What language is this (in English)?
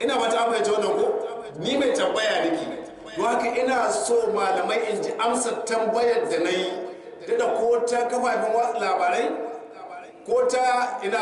Hausa